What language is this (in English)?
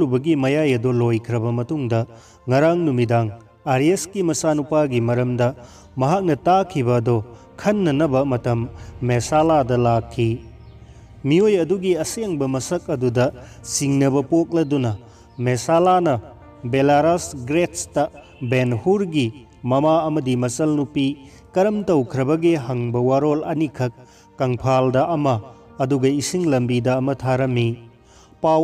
Manipuri